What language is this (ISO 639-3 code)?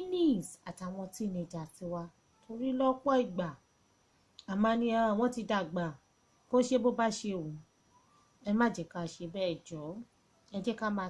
yor